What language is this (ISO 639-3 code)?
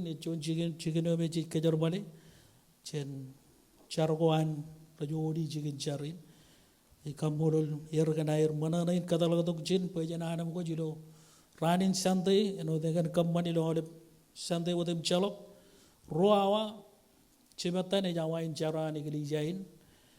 mah